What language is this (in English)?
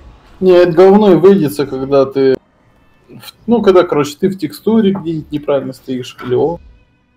Russian